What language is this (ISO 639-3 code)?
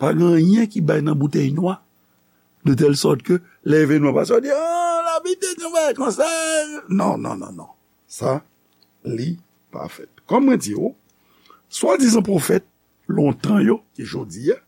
hat